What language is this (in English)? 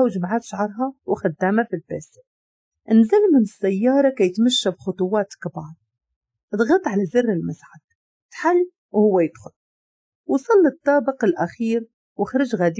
Moroccan Arabic